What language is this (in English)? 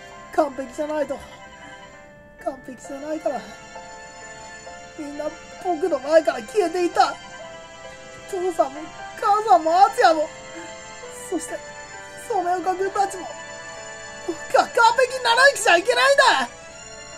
Japanese